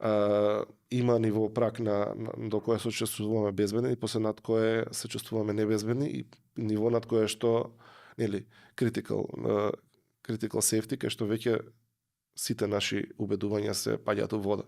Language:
Macedonian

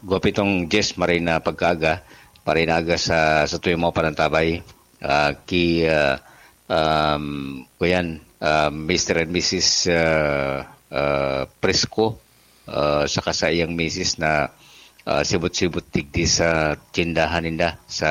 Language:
Bikol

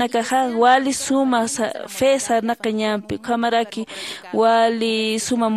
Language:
Aymara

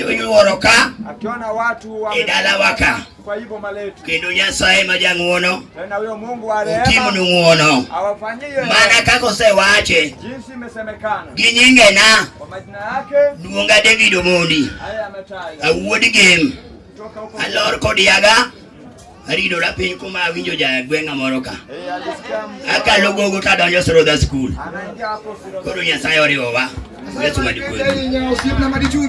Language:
Luo (Kenya and Tanzania)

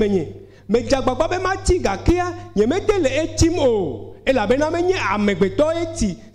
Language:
Ewe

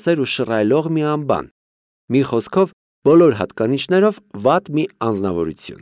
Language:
Armenian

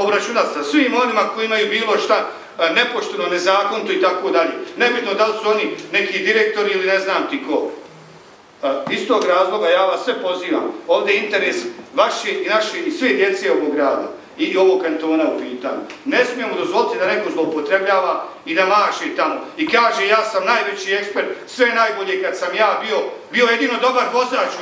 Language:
Bosnian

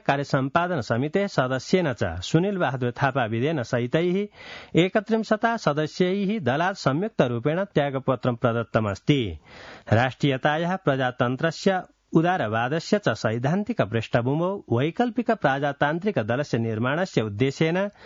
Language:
Sanskrit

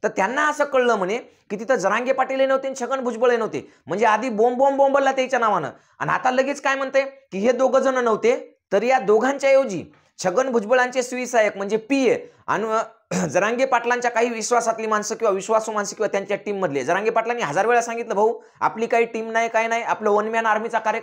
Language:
Marathi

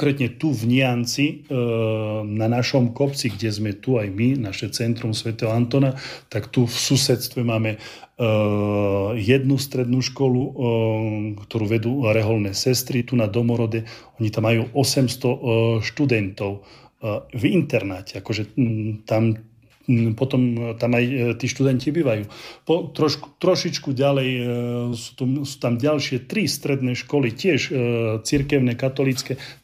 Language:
Slovak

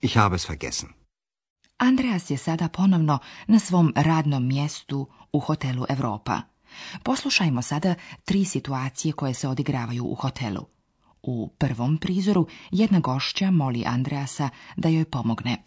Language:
Slovenian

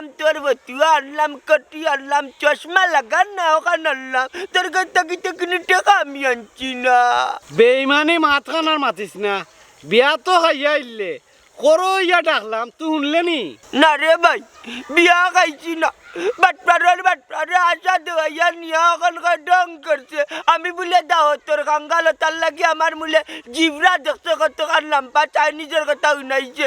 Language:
Sylheti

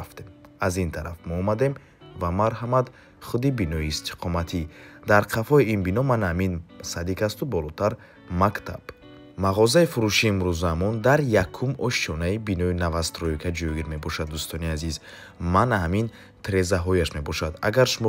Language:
Tajik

